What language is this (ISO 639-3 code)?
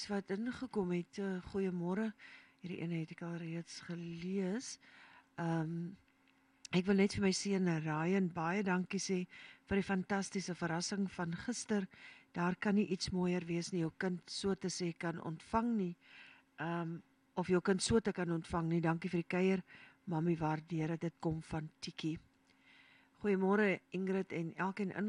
afr